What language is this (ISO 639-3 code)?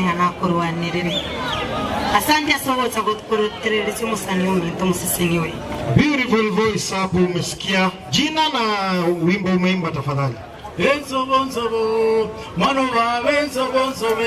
guz